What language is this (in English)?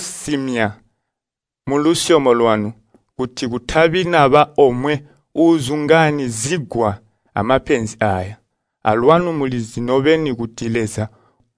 Tonga (Zambia)